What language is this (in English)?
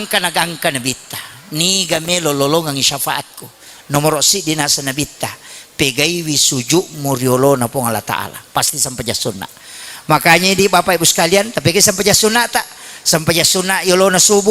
Buginese